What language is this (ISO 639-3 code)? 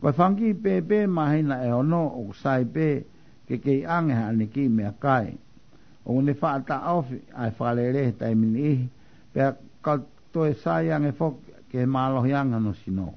ton